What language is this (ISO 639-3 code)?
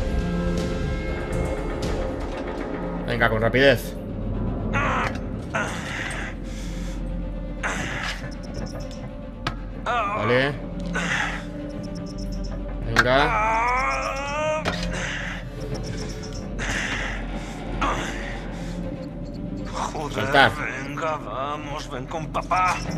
spa